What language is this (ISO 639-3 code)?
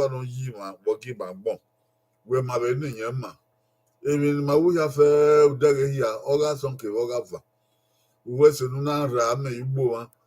bin